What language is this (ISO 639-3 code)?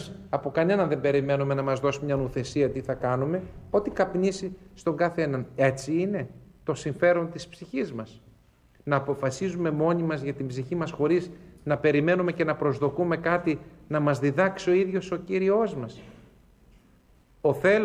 ell